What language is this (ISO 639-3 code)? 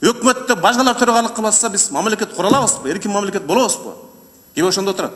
kir